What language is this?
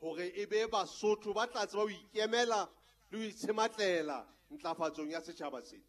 Southern Sotho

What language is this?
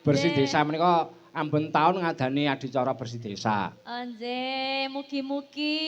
Javanese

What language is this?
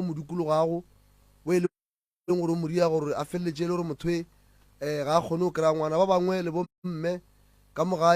Northern Sotho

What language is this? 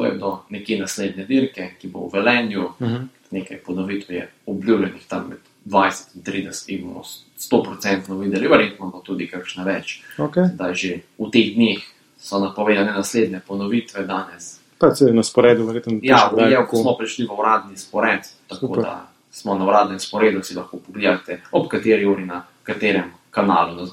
Slovenian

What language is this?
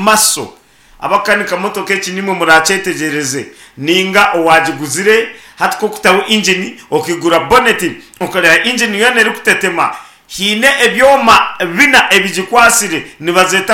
Nyankole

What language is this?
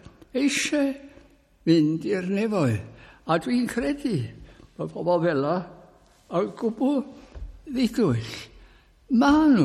Welsh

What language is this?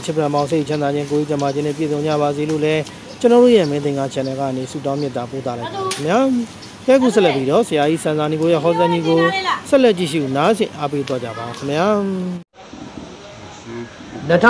Burmese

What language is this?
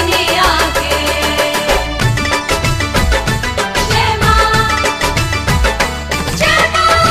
Bhojpuri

